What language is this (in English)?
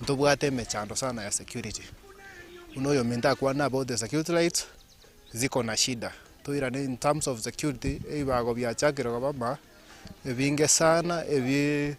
Gusii